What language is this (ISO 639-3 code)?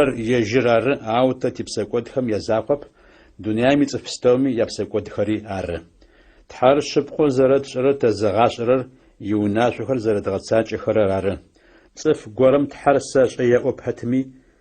ady